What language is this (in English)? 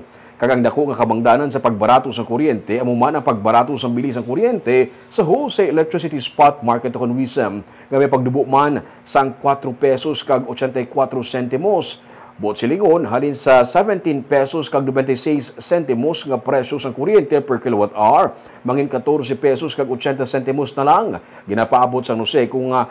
Hiligaynon